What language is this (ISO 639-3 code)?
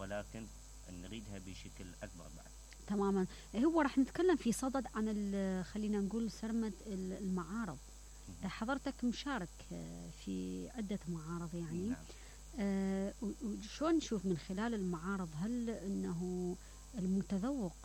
acm